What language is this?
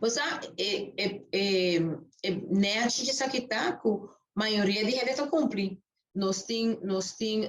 Papiamento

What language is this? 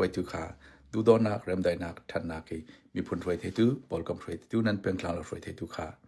Hakha Chin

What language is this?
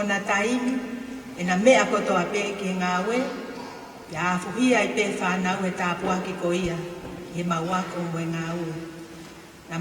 Tongan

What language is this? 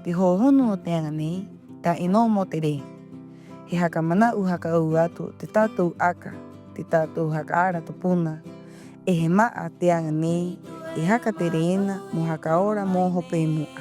Rapanui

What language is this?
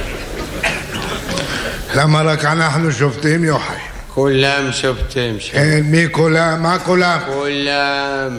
Hebrew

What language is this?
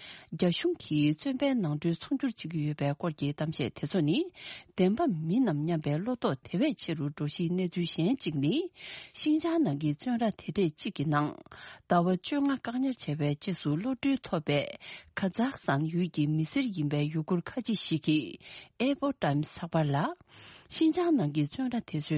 Tibetan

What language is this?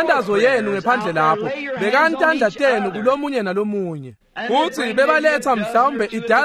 Swati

